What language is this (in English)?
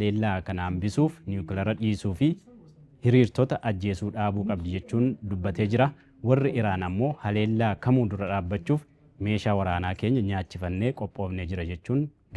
Oromo